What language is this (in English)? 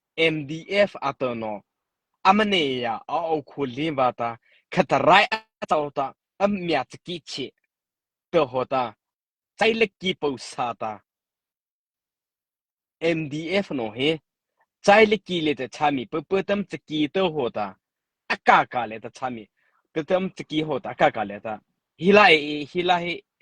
Mara Chin